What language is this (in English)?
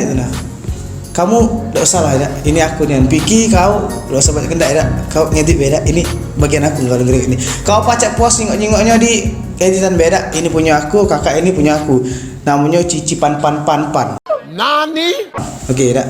Musi